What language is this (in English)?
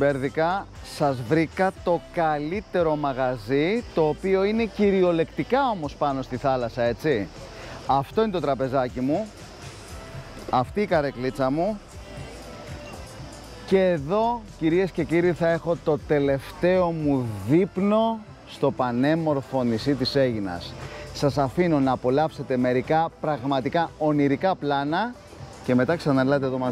Greek